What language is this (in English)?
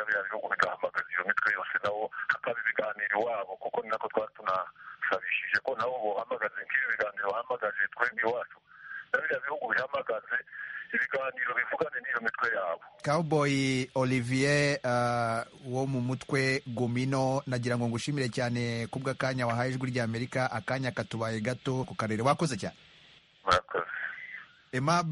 Kinyarwanda